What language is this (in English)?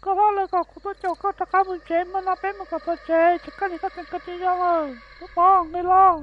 Hmong